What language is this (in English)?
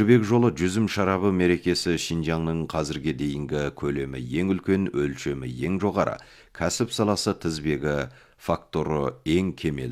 Kazakh